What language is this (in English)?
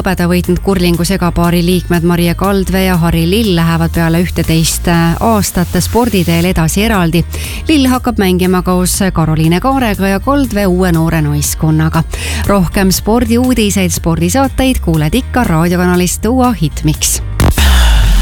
Estonian